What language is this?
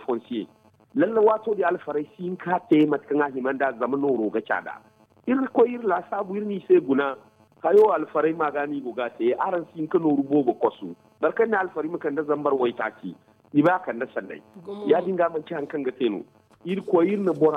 Zarma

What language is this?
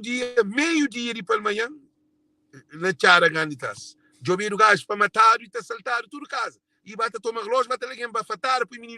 Kabuverdianu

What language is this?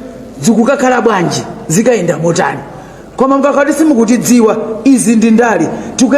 Nyanja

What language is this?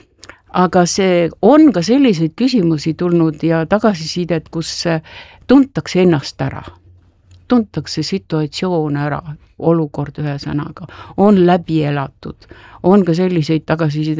Estonian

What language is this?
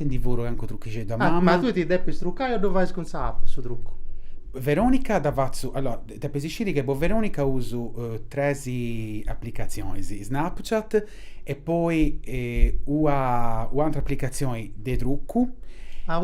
Sardinian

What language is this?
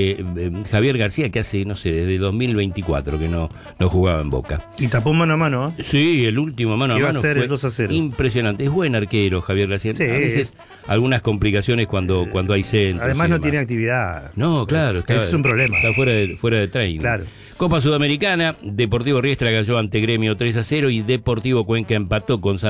Spanish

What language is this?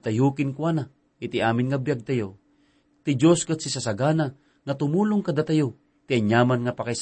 Iloko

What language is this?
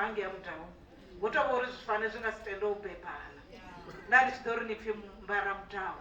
Venda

